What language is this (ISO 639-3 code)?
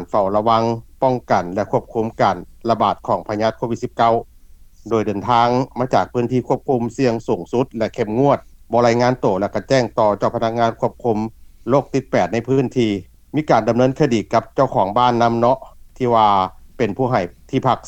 lao